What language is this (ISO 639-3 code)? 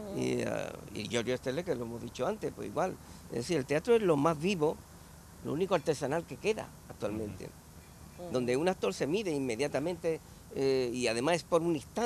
spa